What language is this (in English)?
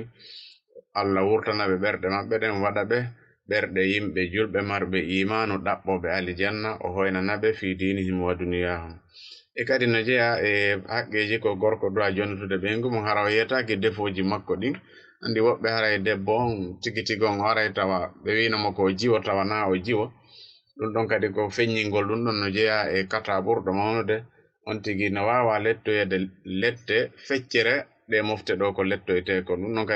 Fula